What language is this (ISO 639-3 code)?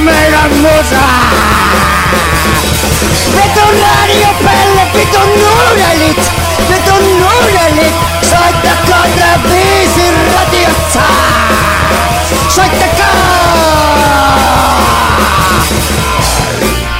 fin